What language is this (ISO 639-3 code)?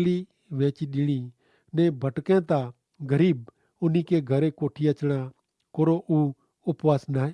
kfr